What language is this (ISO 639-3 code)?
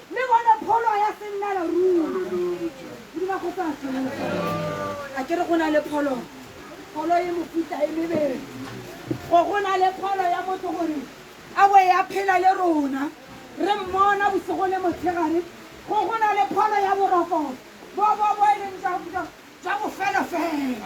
tsn